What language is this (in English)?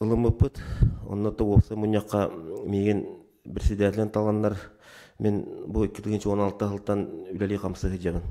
Yakut